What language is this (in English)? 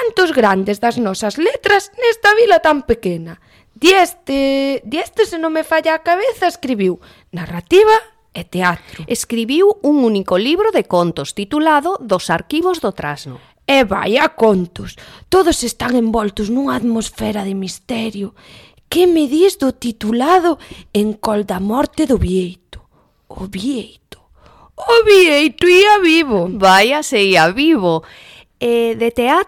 Galician